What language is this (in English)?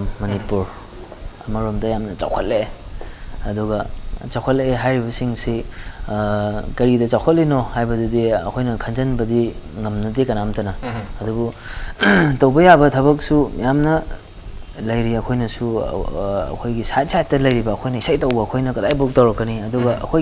Manipuri